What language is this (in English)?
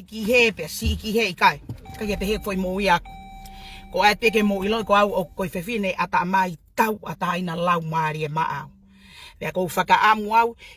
Tongan